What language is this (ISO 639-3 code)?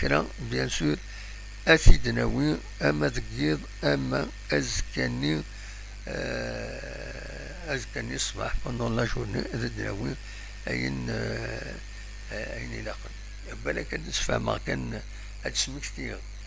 kab